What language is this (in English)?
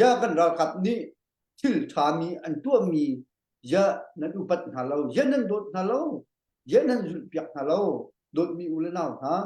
Hakha Chin